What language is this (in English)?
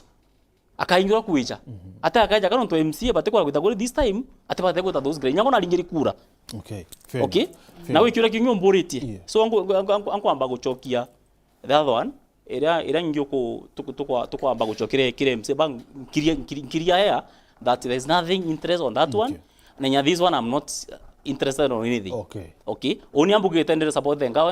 Meru